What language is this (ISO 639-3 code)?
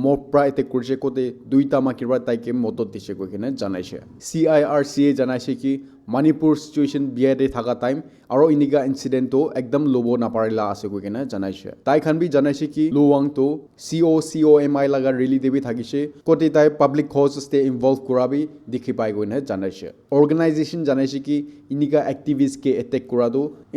nag